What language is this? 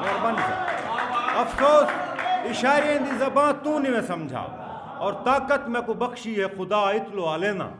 Saraiki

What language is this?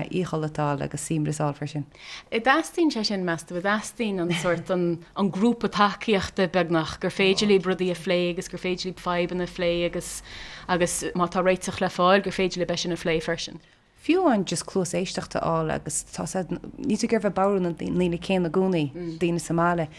Irish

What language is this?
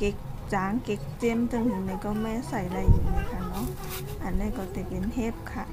Shan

